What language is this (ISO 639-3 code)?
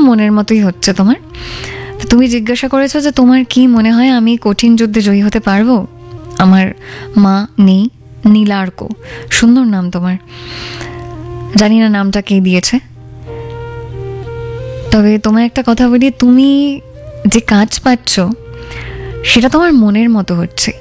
ben